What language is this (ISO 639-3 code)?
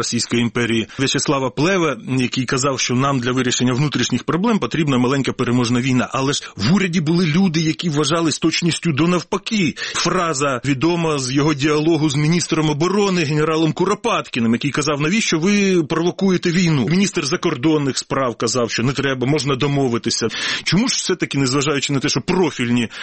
ukr